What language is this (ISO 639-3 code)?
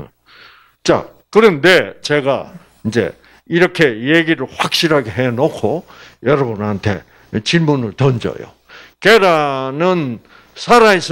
kor